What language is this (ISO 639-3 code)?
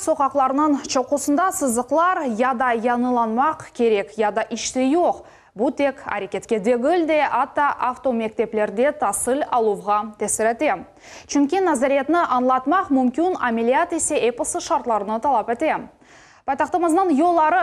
crh